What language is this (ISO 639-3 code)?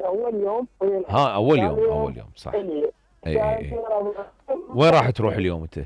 acm